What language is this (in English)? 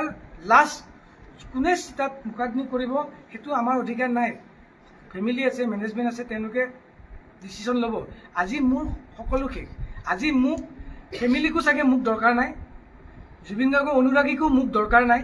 Assamese